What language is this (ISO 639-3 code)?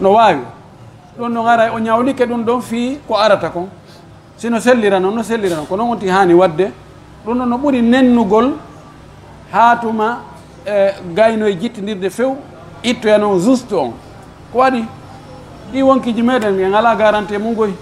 fuf